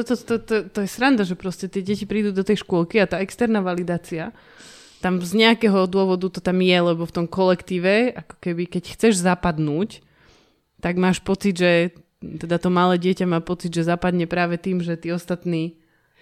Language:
Slovak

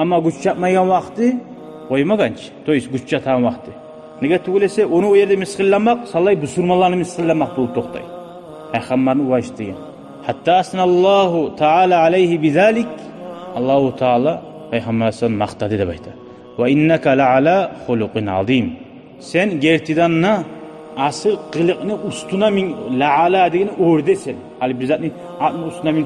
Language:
Kumyk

